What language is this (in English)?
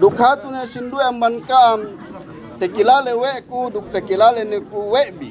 Yakan